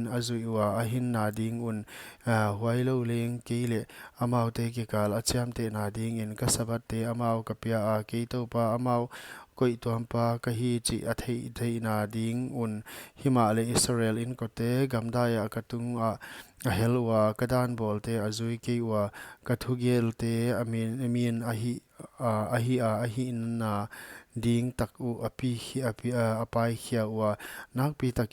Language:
Paite Chin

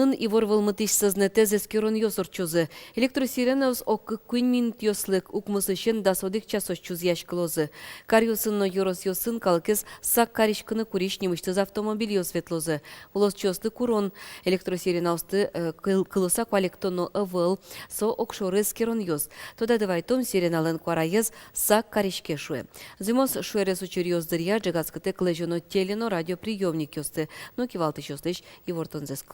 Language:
Udmurt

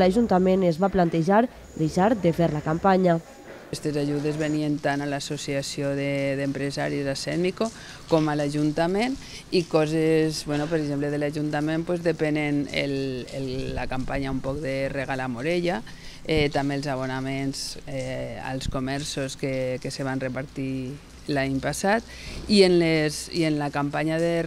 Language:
Catalan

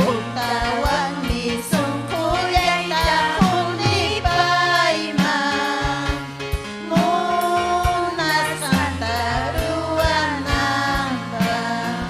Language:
Ayacucho Quechua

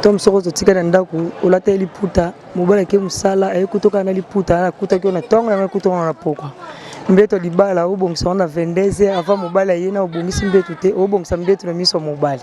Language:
Lingala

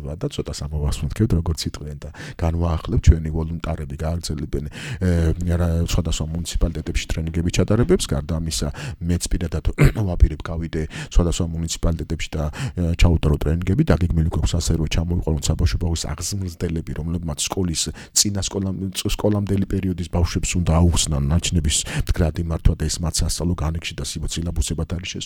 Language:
Georgian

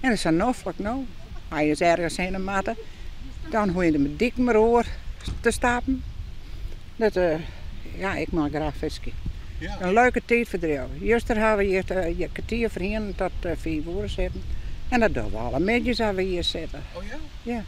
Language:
Western Frisian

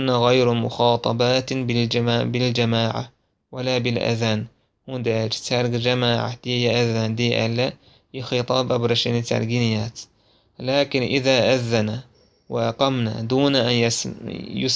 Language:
Chechen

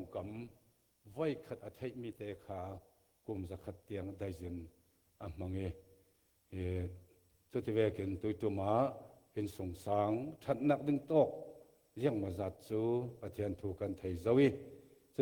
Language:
Falam Chin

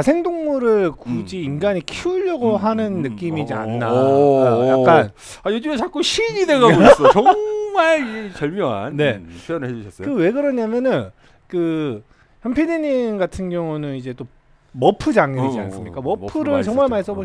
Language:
Korean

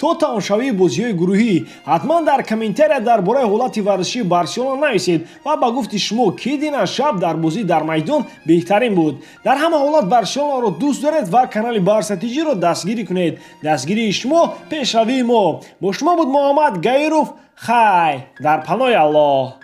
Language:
Tajik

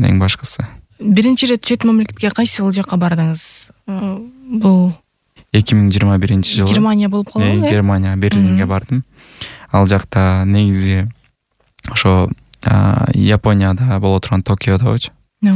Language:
Kyrgyz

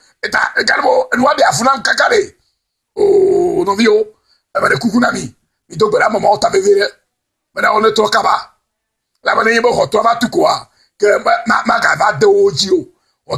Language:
Ewe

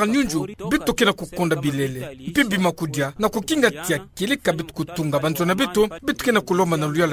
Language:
Kituba (Democratic Republic of Congo)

